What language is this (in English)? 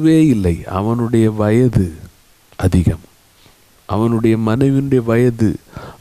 Tamil